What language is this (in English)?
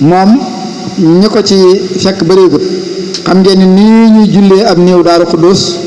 Wolof